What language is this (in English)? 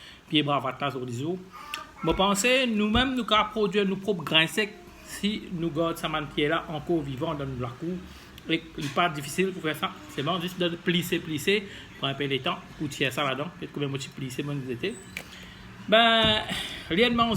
Morisyen